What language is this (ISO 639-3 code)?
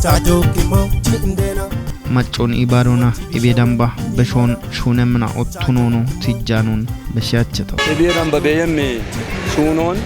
kbr